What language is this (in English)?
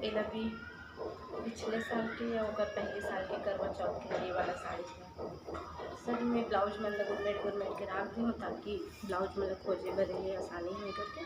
Chhattisgarhi